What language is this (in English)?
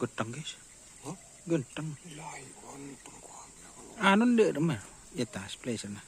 Madurese